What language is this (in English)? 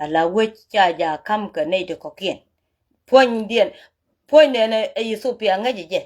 Nuer